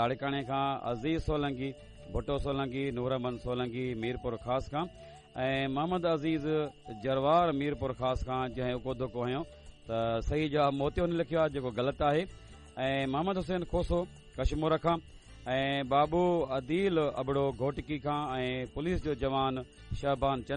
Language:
Sindhi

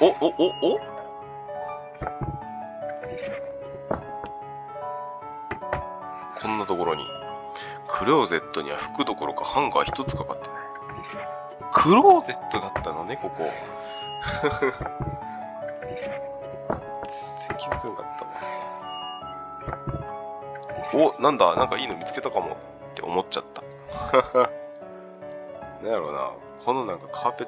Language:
Japanese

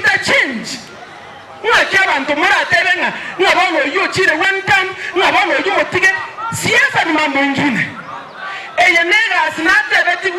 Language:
Gusii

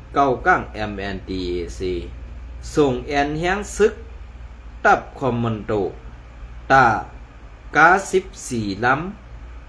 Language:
Shan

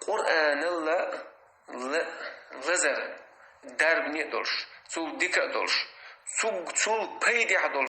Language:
Chechen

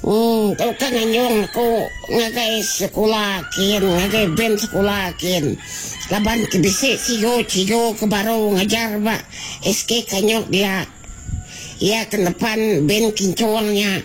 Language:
Iban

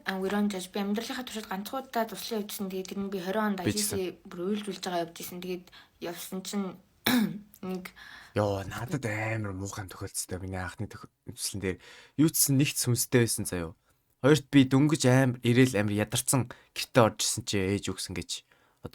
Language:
Mongolian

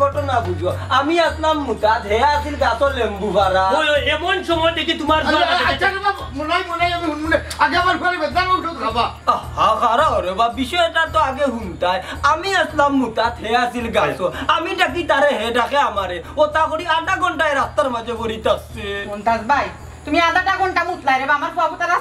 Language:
Sylheti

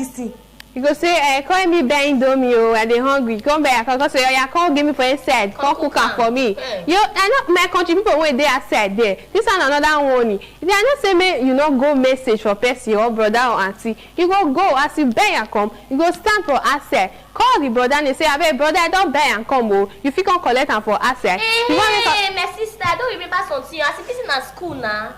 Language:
Nigerian Pidgin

